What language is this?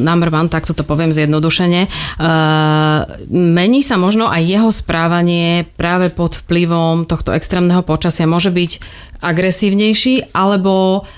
Slovak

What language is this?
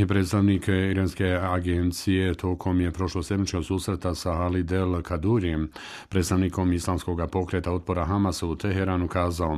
Bosnian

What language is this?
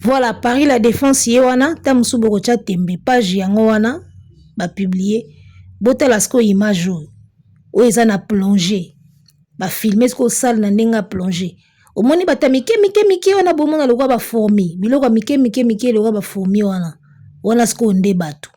Lingala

